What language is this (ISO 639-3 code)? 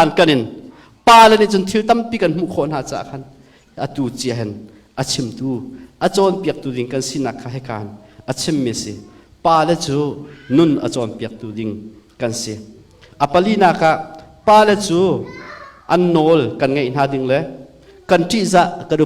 cnh